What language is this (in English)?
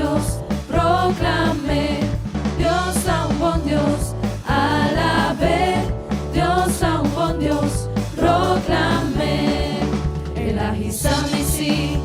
Papiamento